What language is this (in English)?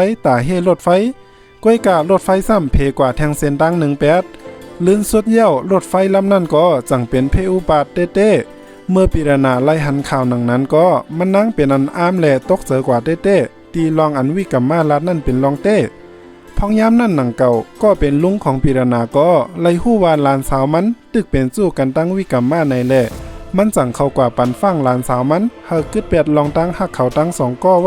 Shan